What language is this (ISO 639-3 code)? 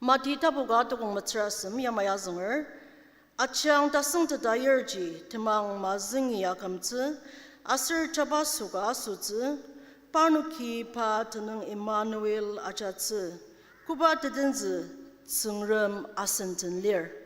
njo